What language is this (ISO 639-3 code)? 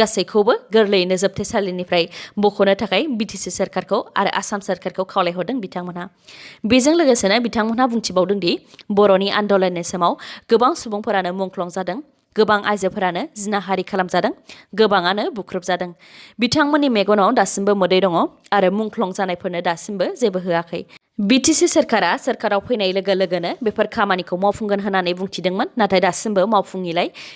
brx